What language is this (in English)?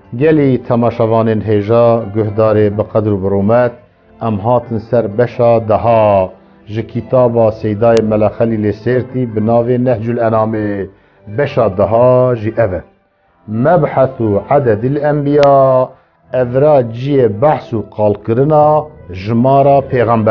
Kurdish